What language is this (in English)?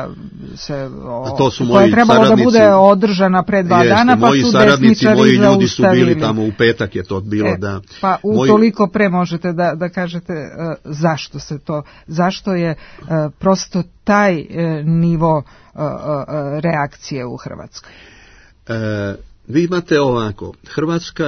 Serbian